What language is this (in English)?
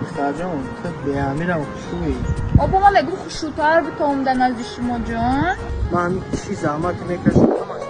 Tajik